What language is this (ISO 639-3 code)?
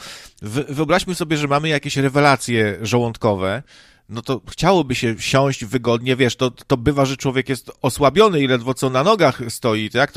pol